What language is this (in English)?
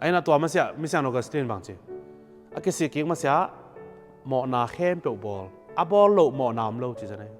Tedim Chin